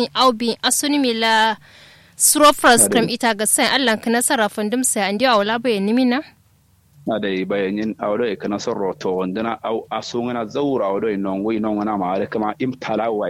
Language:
Kanuri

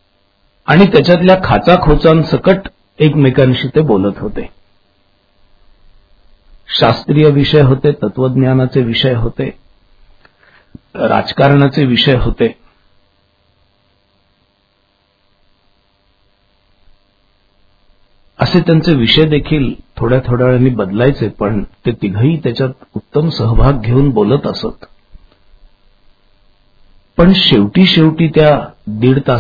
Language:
Marathi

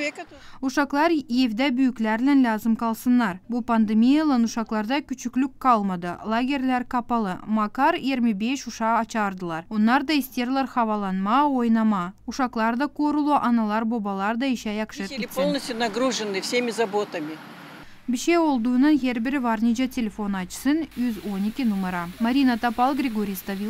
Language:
Gagauz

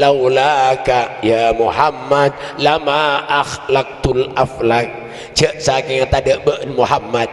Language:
Madurese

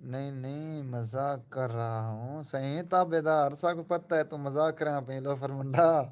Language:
Saraiki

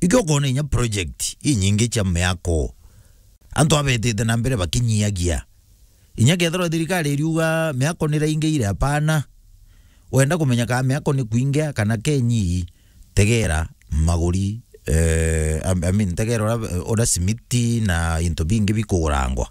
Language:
Meru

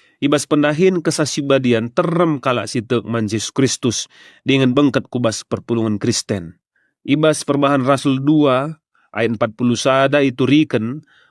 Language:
Batak Karo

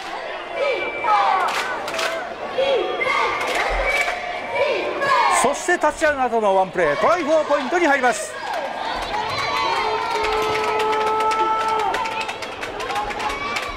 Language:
Japanese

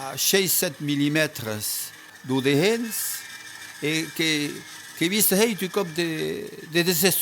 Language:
Occitan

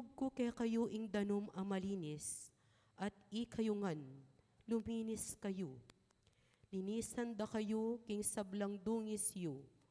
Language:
Pampanga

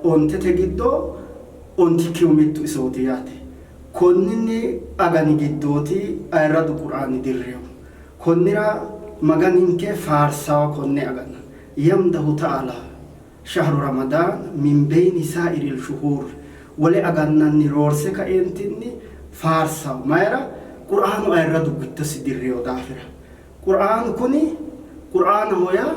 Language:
Sidamo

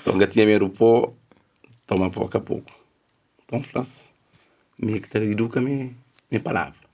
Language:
Kabuverdianu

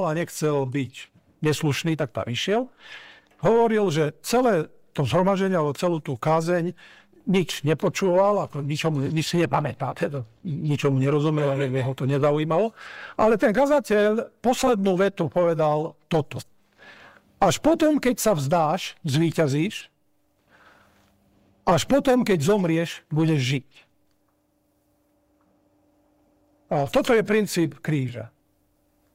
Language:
Slovak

